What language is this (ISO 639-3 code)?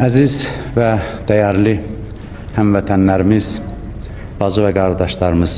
aze